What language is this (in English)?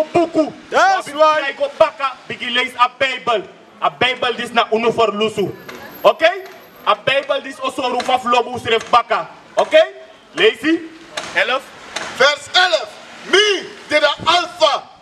Sranan Tongo